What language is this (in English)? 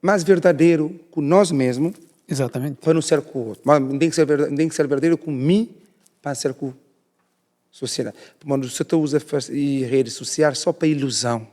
Kabuverdianu